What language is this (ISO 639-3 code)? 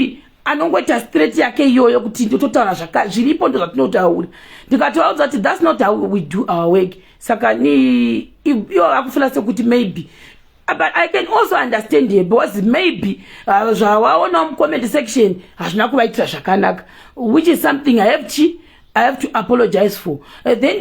sna